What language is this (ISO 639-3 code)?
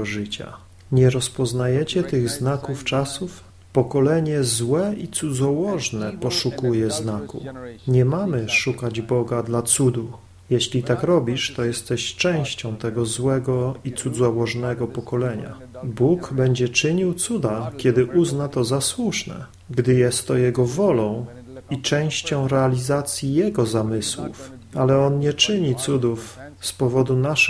pol